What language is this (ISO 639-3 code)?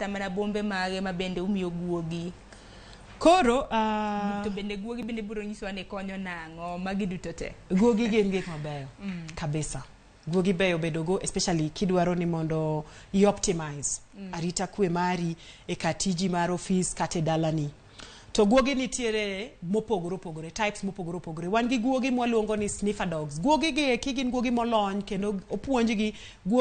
luo